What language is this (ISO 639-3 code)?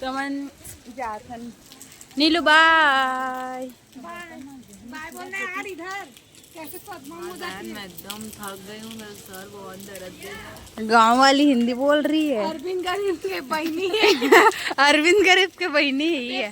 hne